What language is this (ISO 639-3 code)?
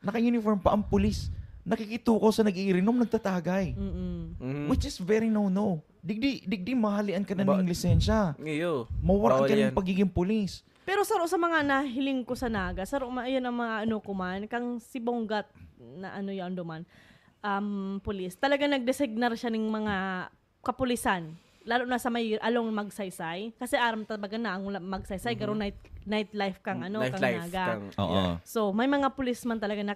bik